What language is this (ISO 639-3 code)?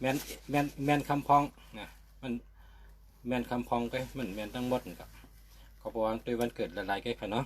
shn